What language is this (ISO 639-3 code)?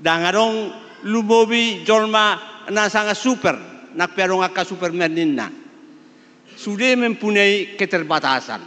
bbc